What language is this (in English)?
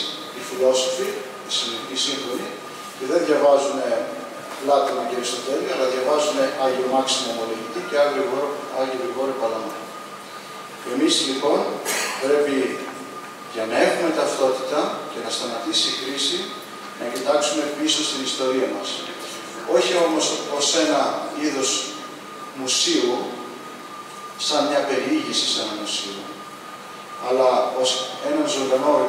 Greek